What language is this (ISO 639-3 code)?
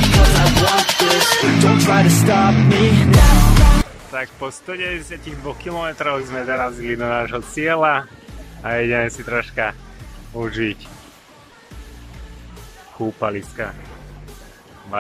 slk